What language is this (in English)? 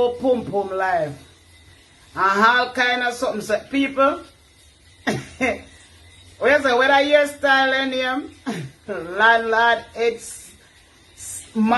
Jamaican Creole English